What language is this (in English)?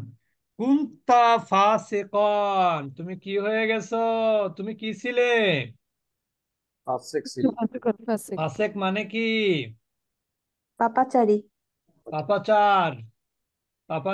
Bangla